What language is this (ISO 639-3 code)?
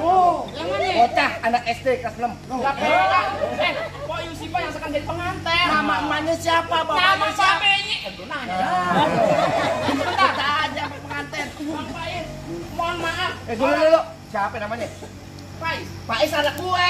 bew